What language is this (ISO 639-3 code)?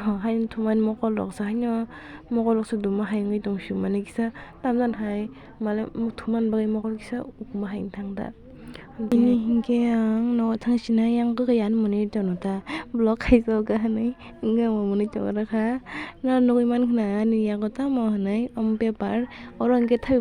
trp